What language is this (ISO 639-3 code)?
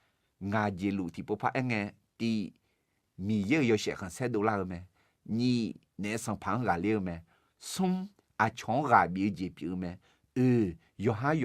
ahk